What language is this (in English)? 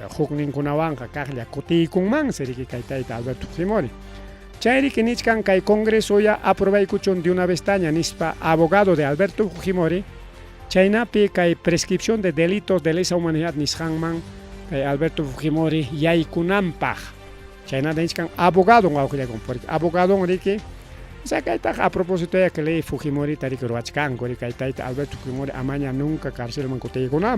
Ayacucho Quechua